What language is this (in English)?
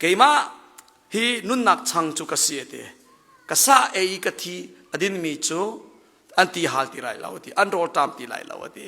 Hakha Chin